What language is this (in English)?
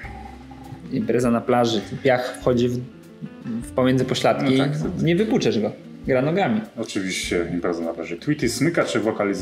Polish